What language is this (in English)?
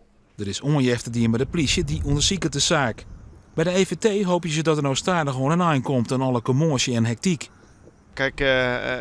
Western Frisian